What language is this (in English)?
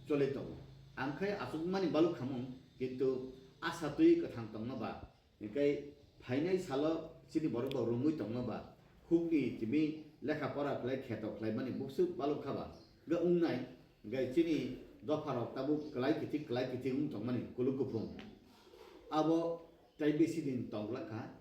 Kok Borok